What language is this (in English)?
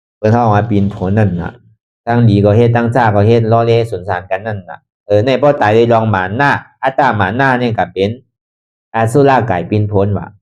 Shan